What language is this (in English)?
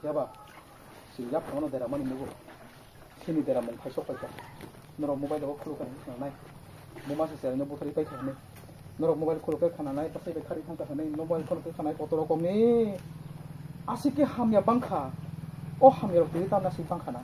Kok Borok